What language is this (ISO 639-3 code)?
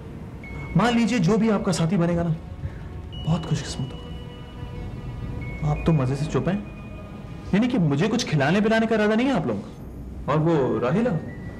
hin